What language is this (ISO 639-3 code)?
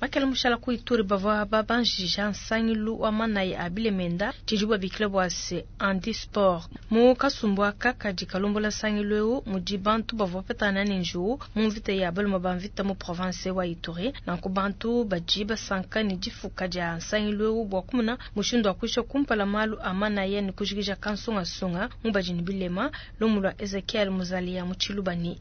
lua